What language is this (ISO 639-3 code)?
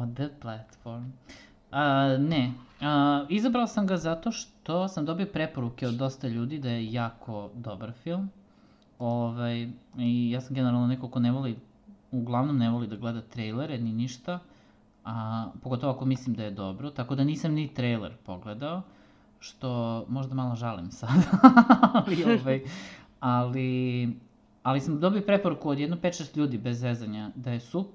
srp